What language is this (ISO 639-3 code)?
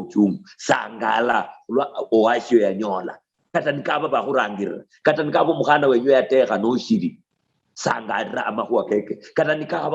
luy